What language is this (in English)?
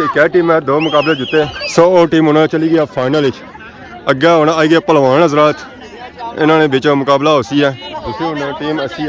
Pahari-Potwari